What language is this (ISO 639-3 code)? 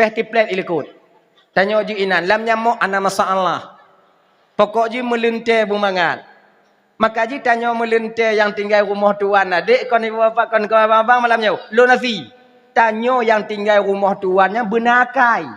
ace